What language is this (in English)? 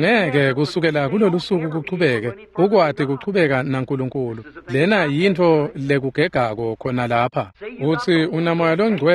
Swati